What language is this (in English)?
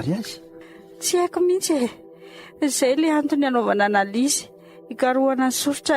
Malagasy